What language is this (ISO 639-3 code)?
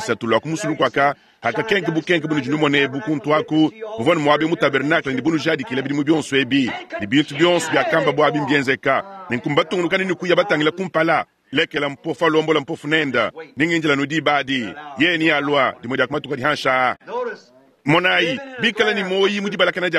lua